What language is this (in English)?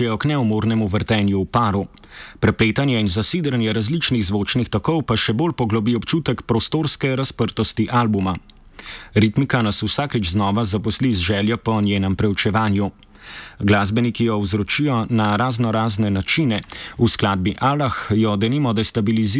Slovenian